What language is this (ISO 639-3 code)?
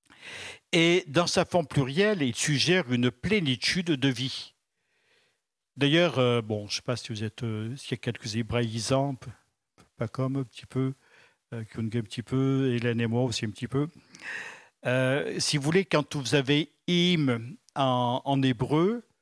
fra